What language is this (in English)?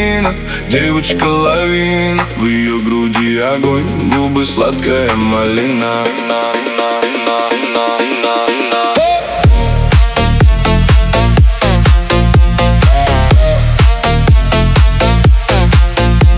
Russian